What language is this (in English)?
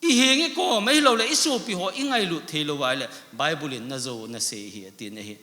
Thado Chin